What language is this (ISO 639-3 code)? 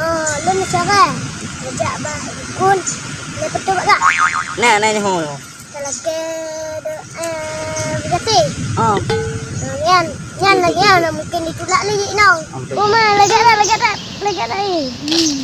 ace